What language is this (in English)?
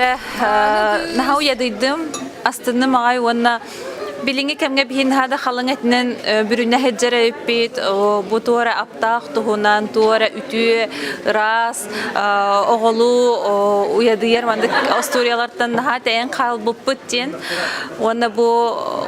Yakut